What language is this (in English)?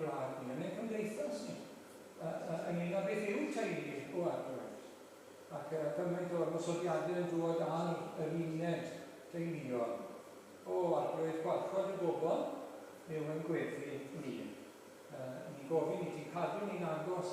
Welsh